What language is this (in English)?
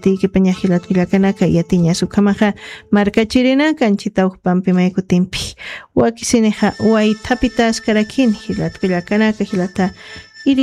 Aymara